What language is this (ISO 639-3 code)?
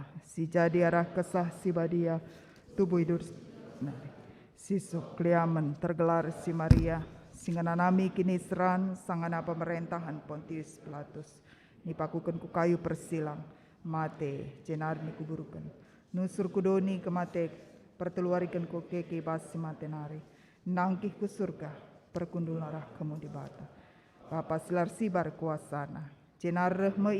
btx